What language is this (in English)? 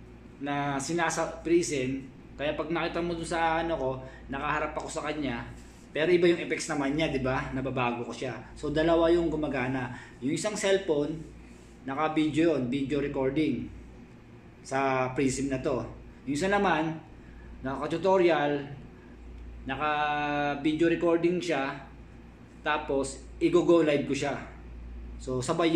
Filipino